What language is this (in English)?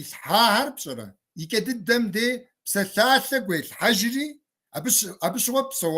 Kabardian